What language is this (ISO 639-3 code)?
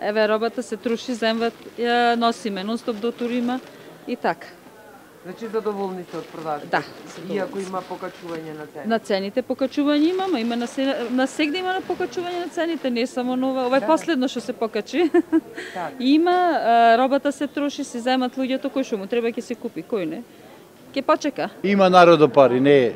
mkd